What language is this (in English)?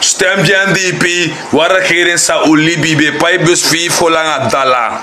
Sranan Tongo